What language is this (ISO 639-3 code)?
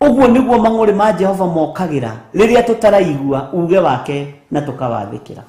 kik